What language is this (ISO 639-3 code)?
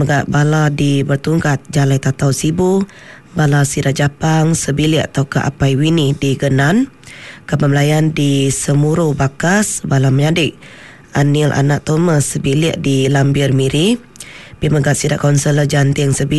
iba